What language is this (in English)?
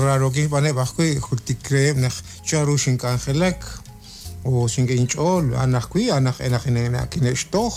Kekchí